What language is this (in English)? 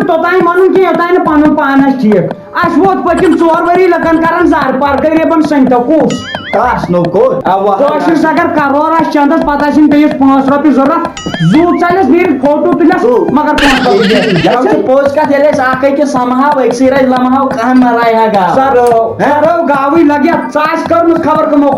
Kashmiri